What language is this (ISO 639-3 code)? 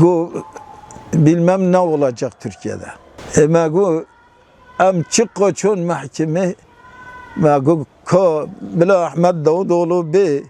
kur